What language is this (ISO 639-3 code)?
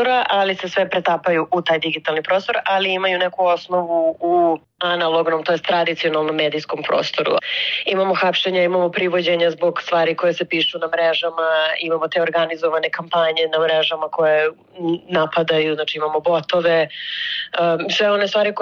srp